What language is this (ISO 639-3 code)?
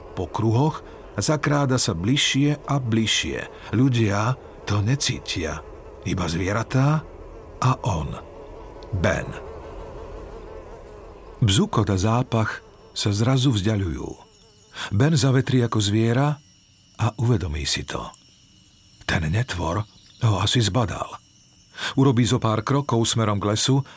slk